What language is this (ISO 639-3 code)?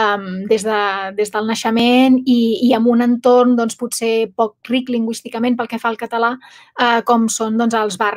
cat